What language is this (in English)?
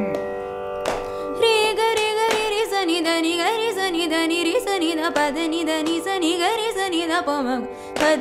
Tamil